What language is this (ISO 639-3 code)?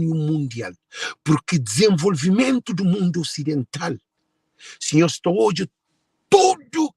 kea